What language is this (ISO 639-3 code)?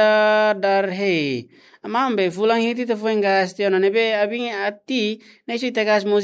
tet